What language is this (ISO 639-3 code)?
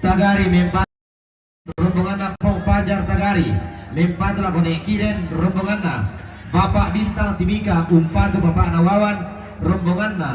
sda